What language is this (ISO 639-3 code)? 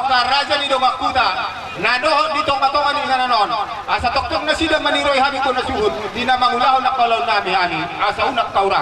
bbc